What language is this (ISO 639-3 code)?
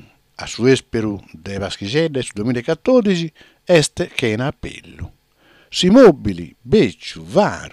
srd